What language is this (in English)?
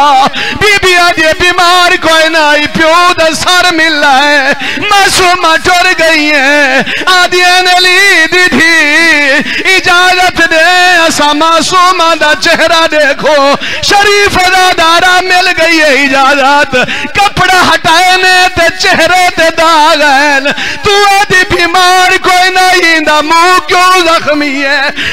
Saraiki